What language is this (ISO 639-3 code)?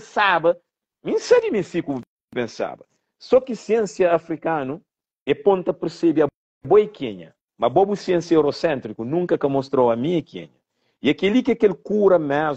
kea